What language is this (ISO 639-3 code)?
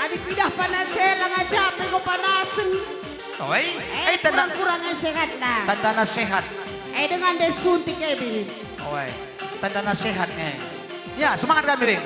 btx